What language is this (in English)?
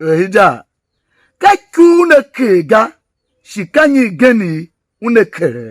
Tiv